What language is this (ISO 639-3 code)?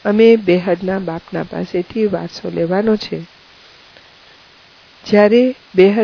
guj